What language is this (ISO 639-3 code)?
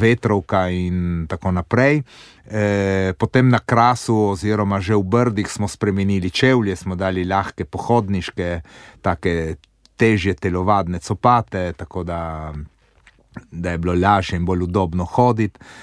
slv